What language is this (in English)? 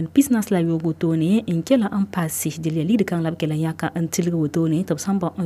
Mossi